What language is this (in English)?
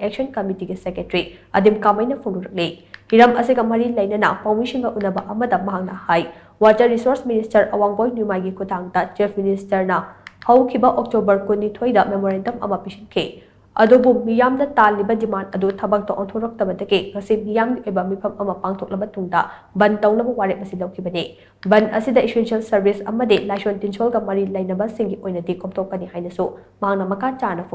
Manipuri